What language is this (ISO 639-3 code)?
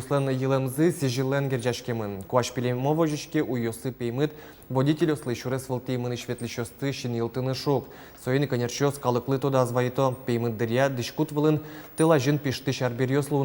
udm